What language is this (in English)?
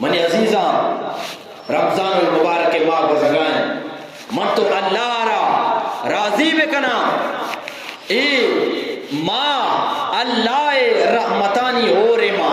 Eastern Balochi